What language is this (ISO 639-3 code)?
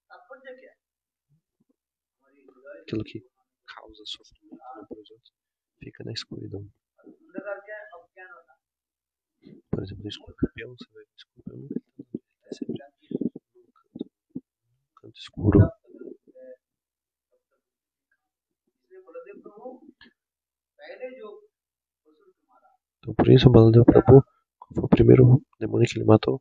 por